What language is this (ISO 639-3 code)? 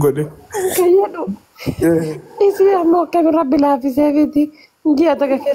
orm